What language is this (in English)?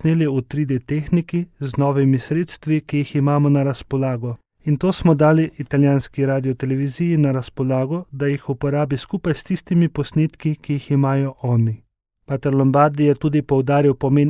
Slovenian